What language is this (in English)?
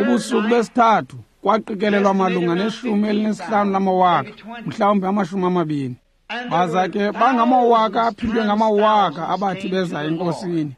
Xhosa